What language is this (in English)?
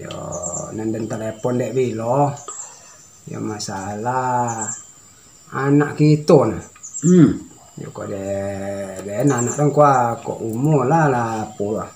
Minangkabau